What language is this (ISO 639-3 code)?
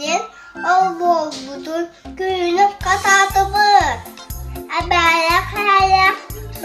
sah